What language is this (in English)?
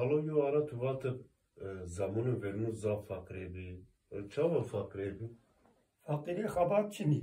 Zaza